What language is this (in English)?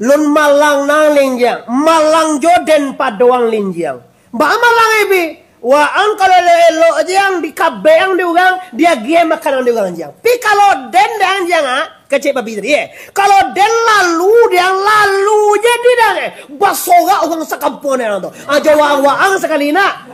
Minangkabau